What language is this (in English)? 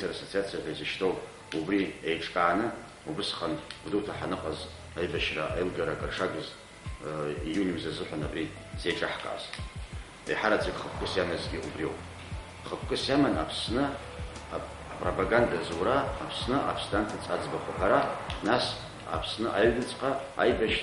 Abkhazian